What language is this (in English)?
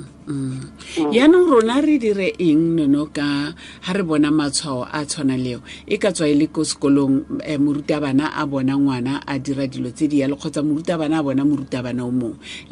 Tswana